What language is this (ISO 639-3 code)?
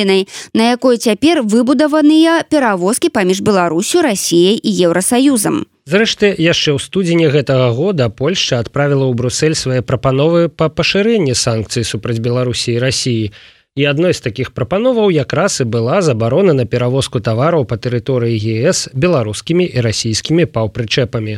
bel